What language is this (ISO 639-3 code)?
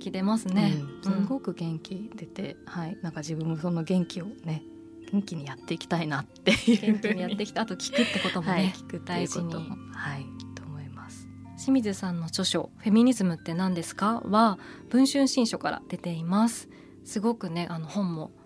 jpn